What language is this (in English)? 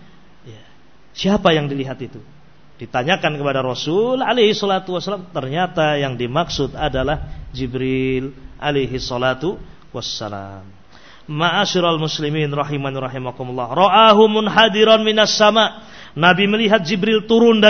Indonesian